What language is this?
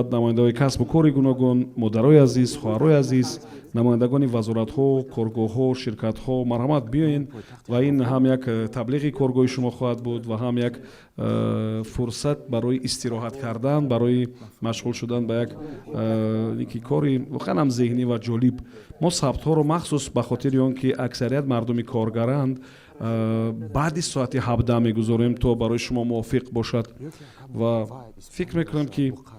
Tajik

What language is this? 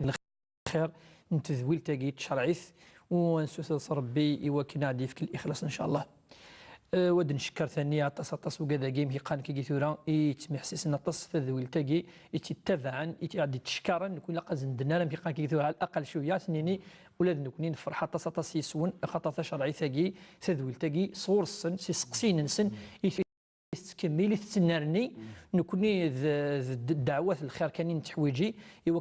Kabyle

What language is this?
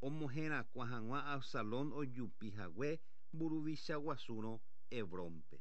Guarani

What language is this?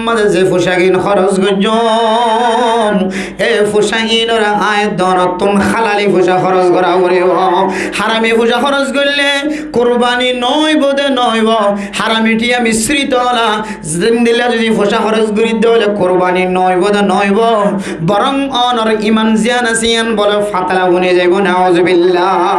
Rohingya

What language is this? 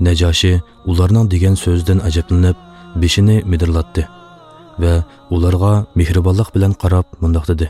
Uyghur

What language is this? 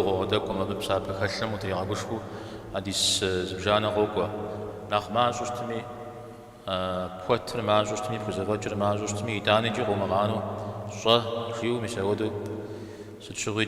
Kabardian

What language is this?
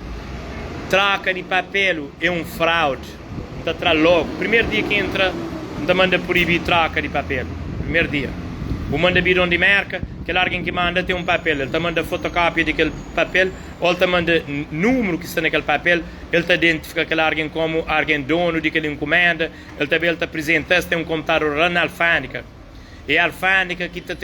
Kabuverdianu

